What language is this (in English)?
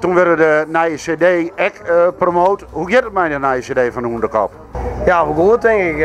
Western Frisian